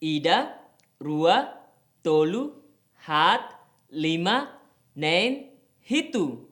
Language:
Tetum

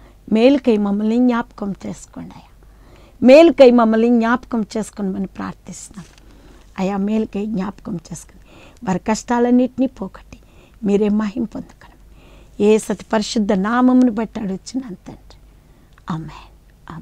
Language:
Telugu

